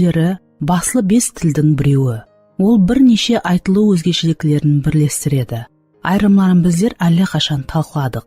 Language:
Kara-Kalpak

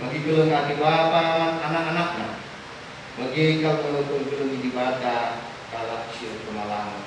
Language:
Batak Karo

